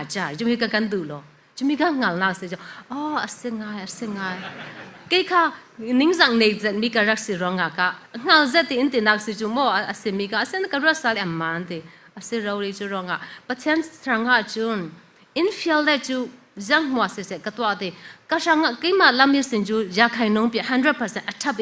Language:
Falam Chin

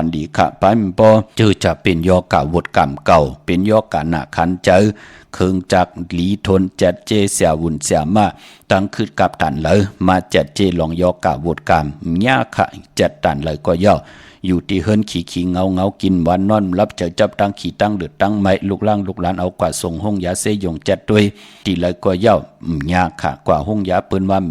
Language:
Shan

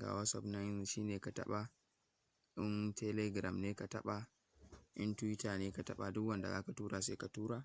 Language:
Hausa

